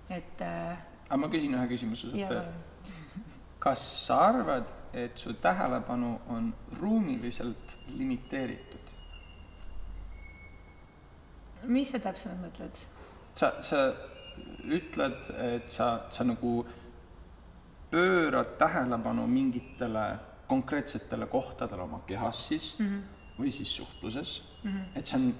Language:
Estonian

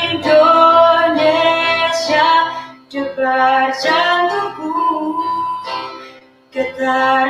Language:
Indonesian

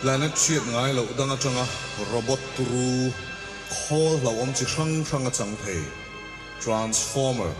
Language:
Mizo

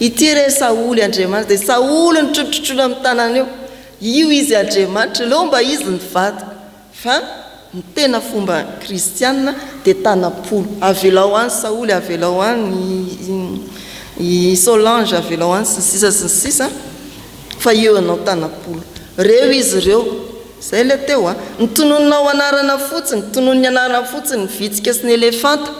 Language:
Malagasy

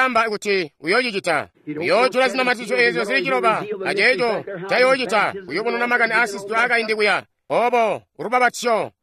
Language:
Tonga (Zambia)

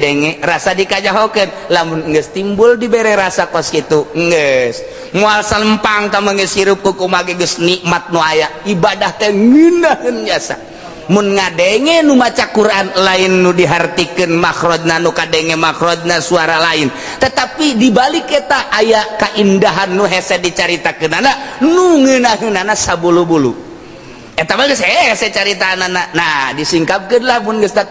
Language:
Sundanese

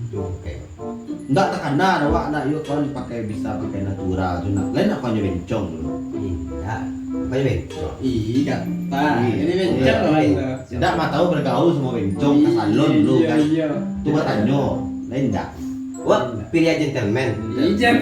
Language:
Minangkabau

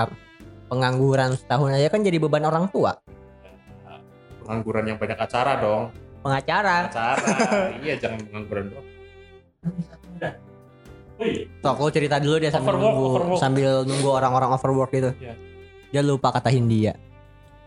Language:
Indonesian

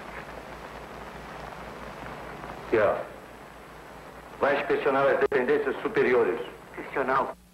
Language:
Portuguese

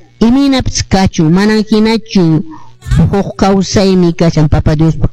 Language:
Quechua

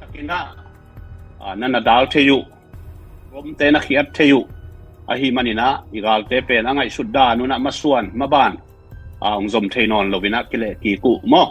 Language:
Tedim Chin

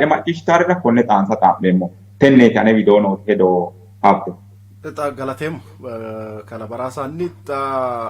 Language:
Sidamo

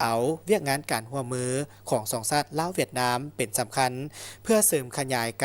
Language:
Lao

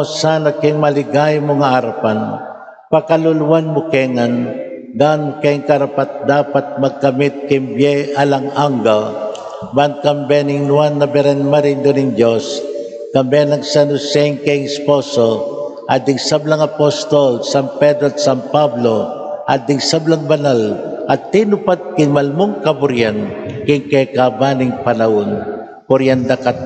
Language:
Pampanga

